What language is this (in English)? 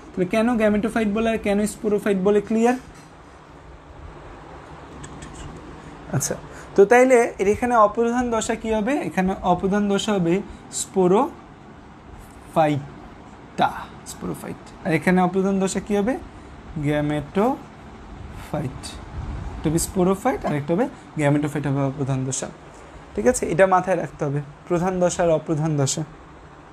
Bangla